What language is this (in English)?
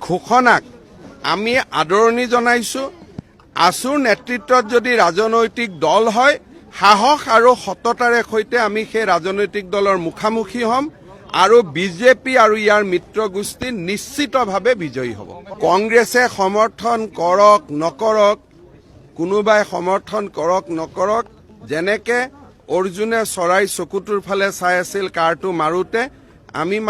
Assamese